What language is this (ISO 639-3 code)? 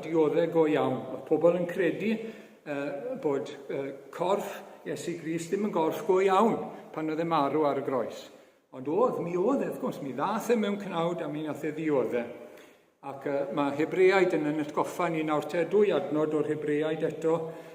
cym